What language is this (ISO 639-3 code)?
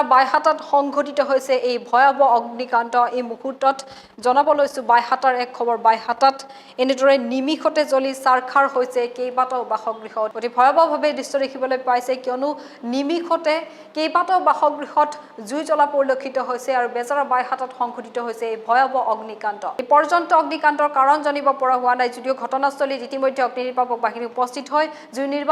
asm